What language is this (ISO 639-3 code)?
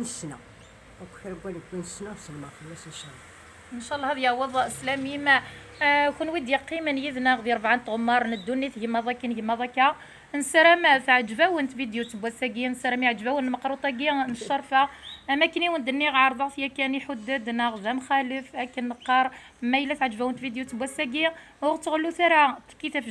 kab